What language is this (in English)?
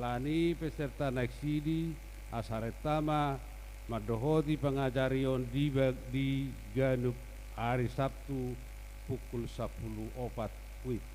Batak Toba